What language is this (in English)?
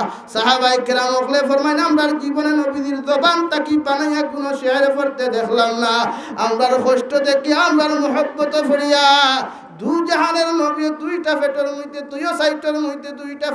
Sylheti